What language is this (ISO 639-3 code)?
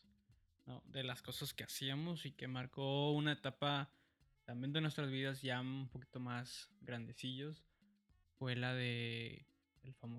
spa